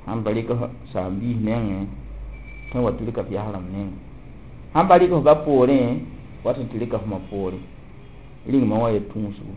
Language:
Mossi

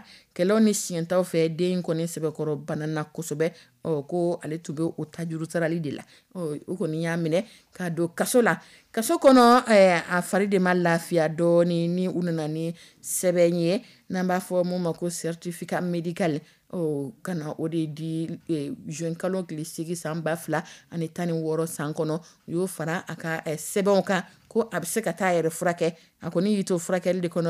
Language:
Dyula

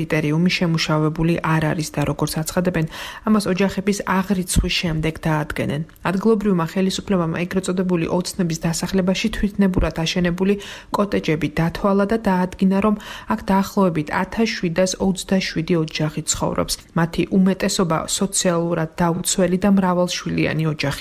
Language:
Georgian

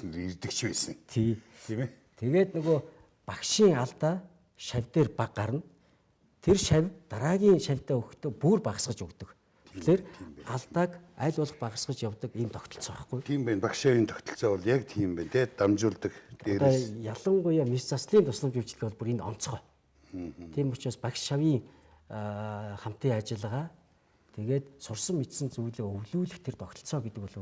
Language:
Mongolian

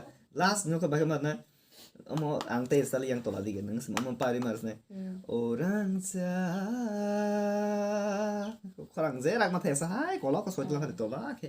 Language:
Kok Borok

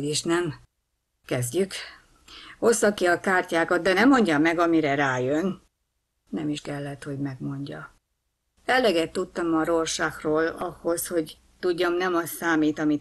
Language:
Hungarian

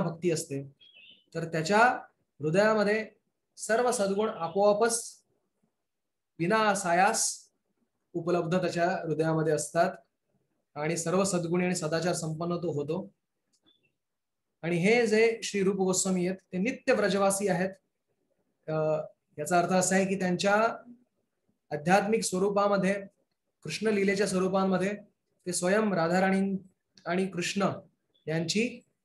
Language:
Marathi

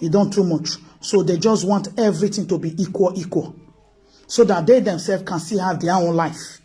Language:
Nigerian Pidgin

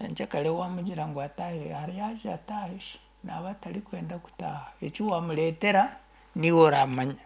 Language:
Nyankole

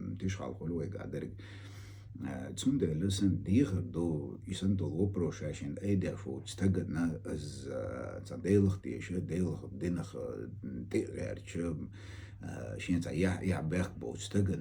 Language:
Chechen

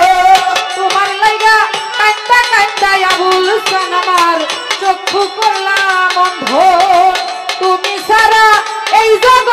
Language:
Bangla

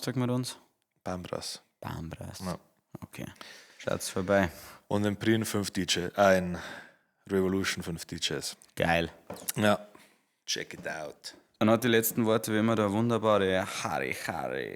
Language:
Bavarian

